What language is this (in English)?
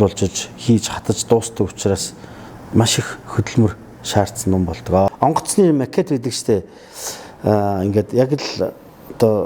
Mongolian